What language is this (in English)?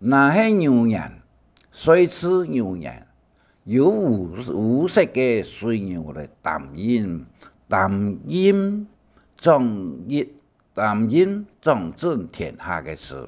Hakka Chinese